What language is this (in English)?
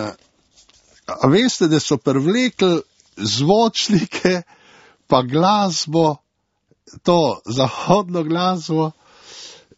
Slovenian